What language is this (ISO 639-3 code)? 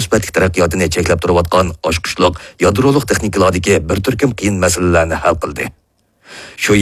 uig